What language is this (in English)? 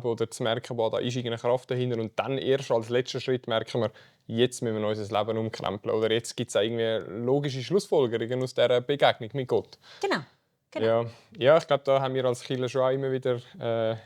Swiss German